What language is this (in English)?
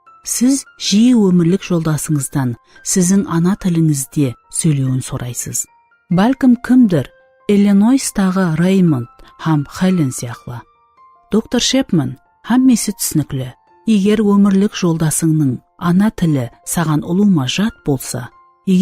Kara-Kalpak